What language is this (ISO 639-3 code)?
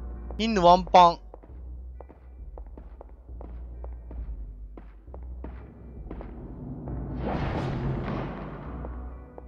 jpn